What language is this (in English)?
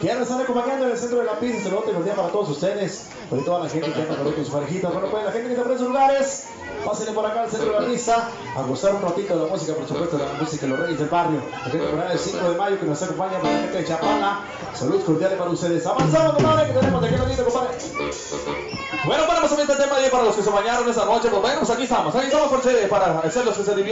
Spanish